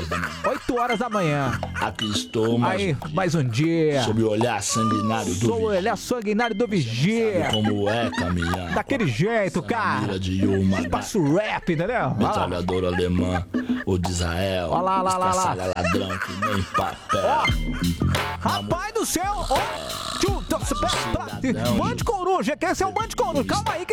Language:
Portuguese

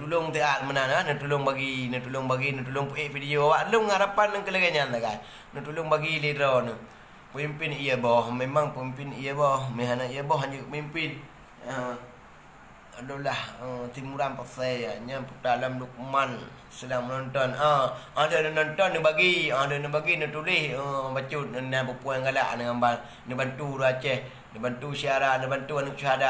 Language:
Achinese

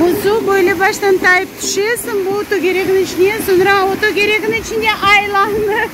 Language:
Crimean Tatar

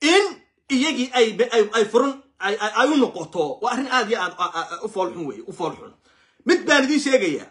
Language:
Somali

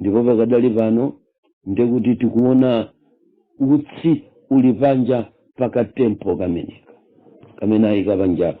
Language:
Nyanja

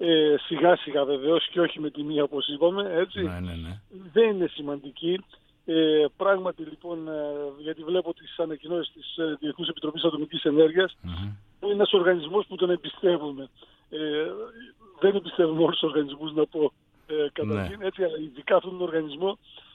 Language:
Greek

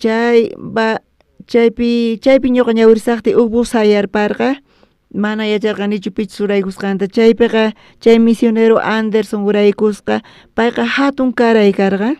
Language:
South Bolivian Quechua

